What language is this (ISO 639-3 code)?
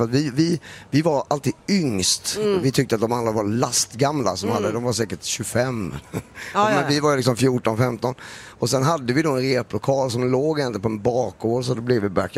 swe